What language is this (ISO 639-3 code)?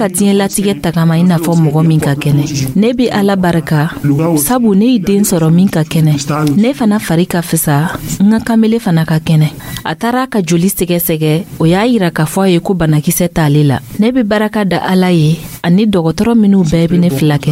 dyu